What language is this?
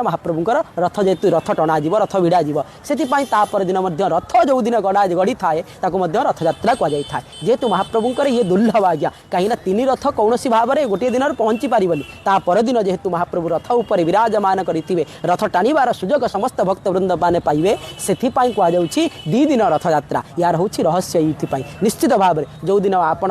Odia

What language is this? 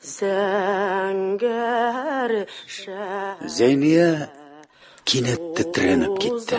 Tatar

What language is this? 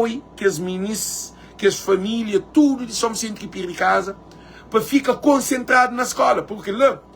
Kabuverdianu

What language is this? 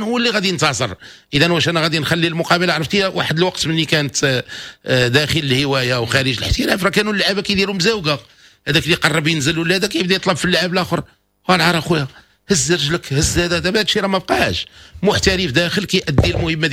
Moroccan Arabic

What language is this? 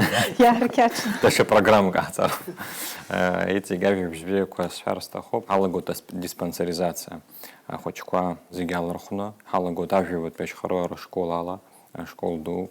Abkhazian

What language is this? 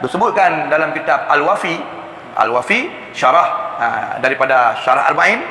Achinese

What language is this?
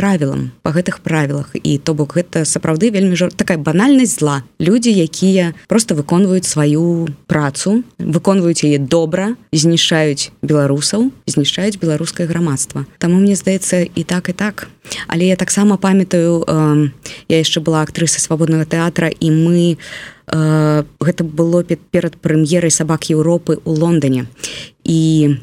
Belarusian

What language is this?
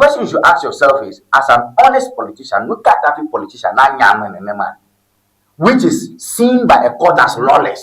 Ewe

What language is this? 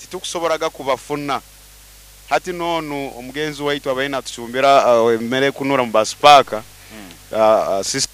Nyoro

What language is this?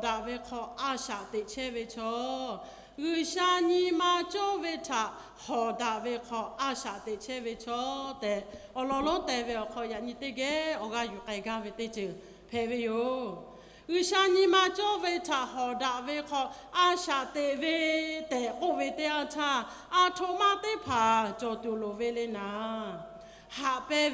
Lahu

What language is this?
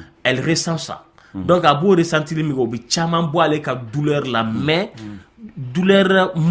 Bambara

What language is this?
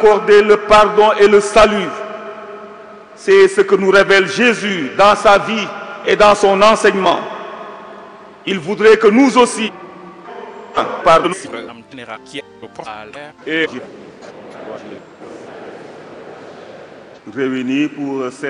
French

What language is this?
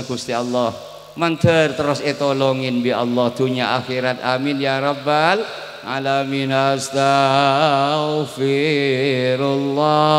Madurese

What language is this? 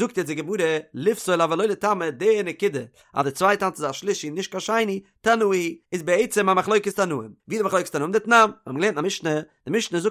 Yiddish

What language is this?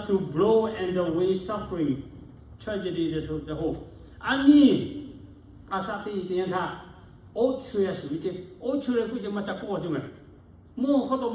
Lahu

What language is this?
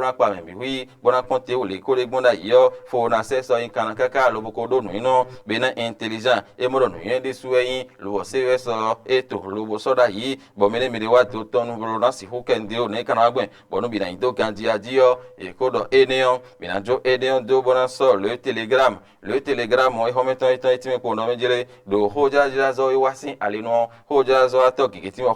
Fon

